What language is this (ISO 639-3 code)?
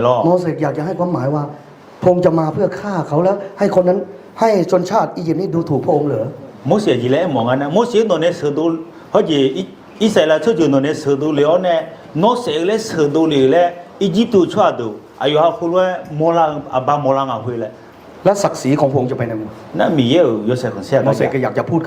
ahk